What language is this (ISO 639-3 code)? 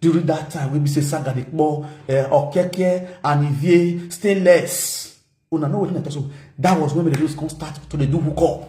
pcm